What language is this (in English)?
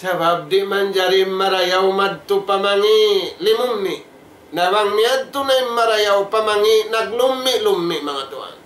Tausug